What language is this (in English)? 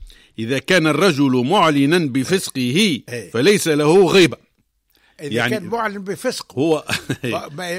Tunisian Arabic